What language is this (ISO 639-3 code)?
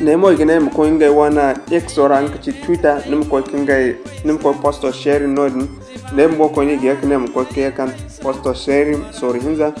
dje